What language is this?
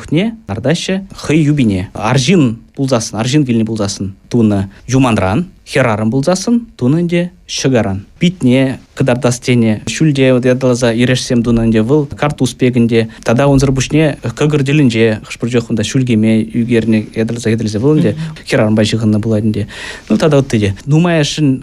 Chuvash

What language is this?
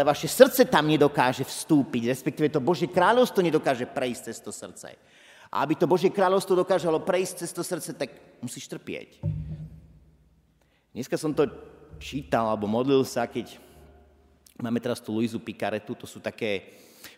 Slovak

